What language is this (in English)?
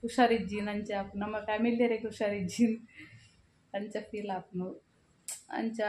Tulu